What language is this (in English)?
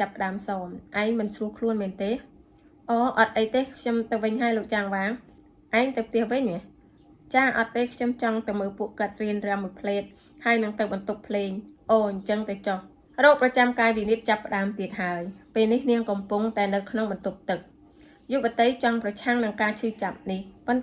Khmer